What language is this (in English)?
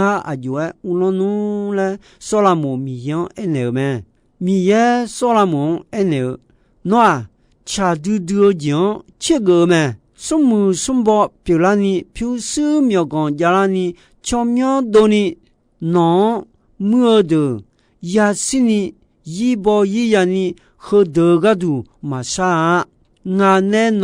Akha